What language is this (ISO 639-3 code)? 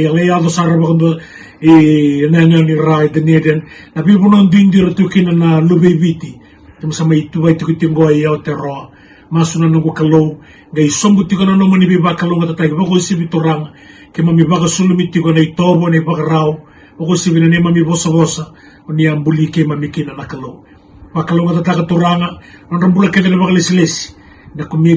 fij